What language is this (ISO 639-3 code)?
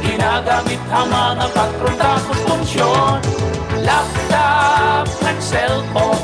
war